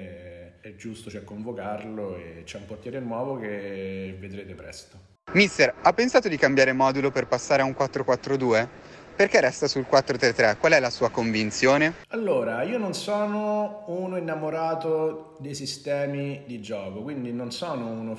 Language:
Italian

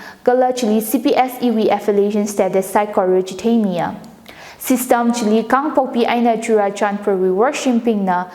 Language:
Tangkhul Naga (India)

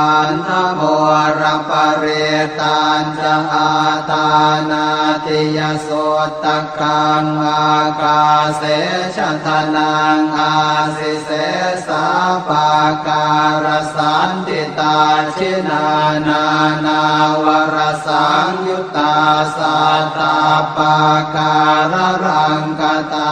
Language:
Pali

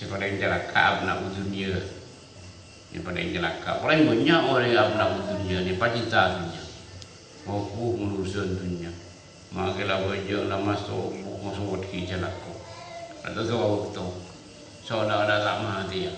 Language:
Madurese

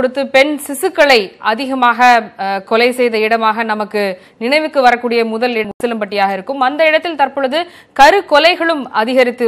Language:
Tamil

